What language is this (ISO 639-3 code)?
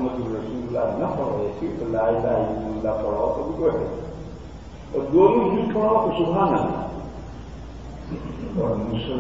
urd